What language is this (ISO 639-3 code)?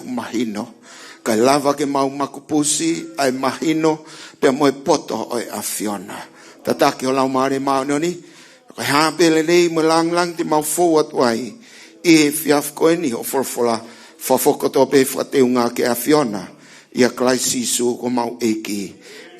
ton